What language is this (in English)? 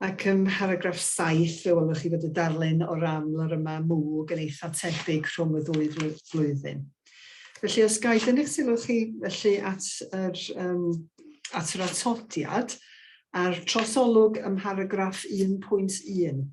Welsh